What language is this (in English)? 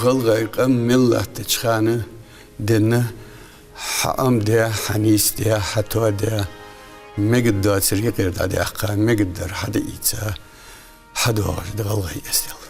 Ingush